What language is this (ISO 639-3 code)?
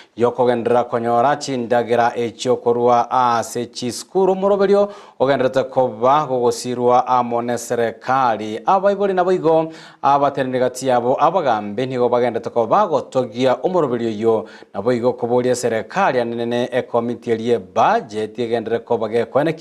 guz